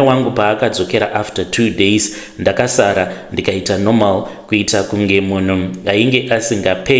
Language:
Shona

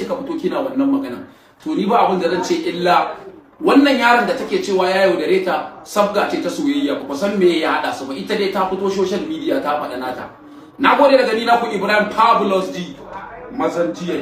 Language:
Hausa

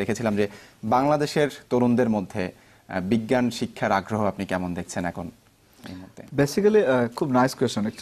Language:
Bangla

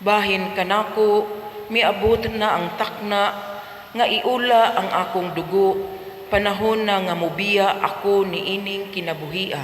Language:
Cebuano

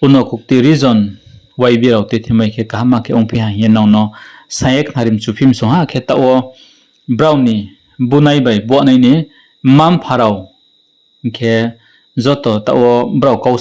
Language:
Riang (India)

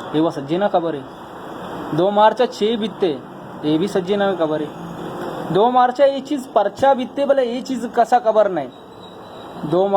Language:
Baluchi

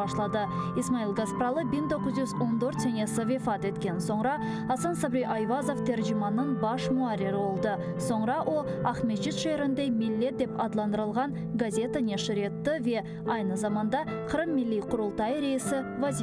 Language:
Crimean Tatar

